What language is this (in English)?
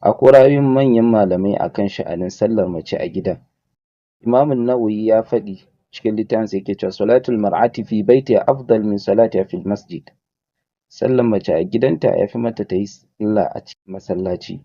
Hausa